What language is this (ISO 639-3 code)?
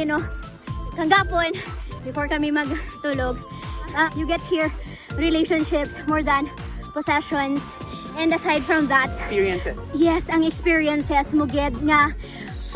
hil